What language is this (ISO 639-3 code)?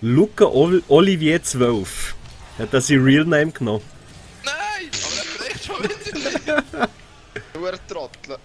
gsw